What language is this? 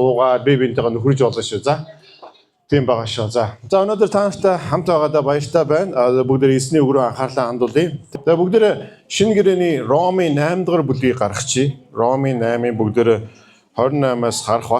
Mongolian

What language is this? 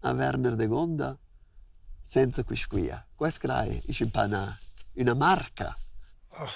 Romansh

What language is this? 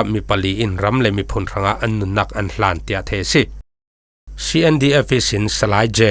Falam Chin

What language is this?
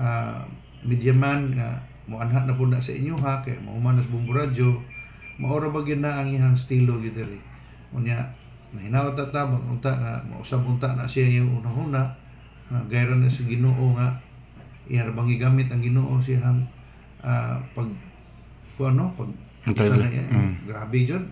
Cebuano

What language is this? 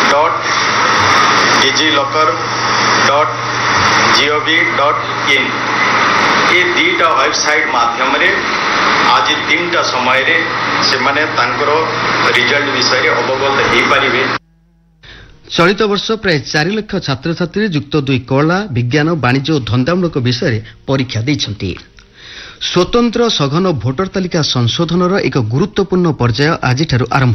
Odia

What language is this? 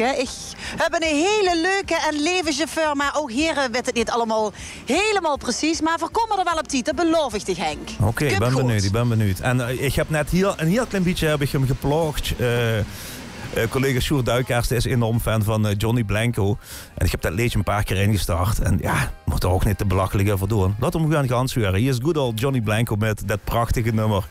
Limburgish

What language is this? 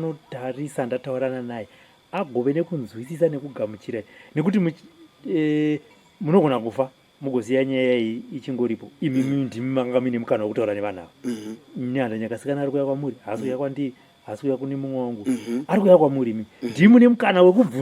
Shona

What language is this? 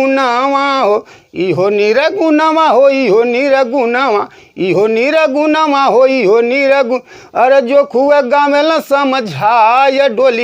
Bhojpuri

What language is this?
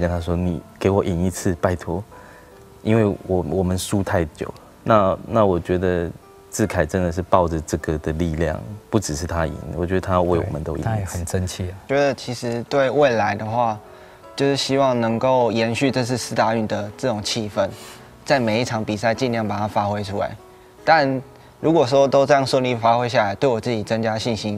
Chinese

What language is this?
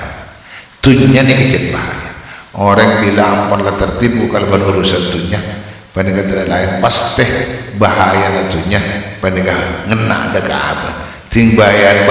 Madurese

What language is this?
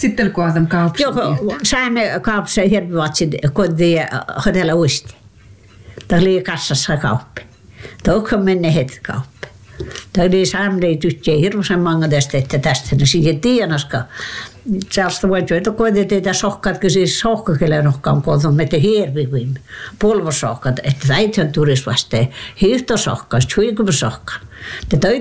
Finnish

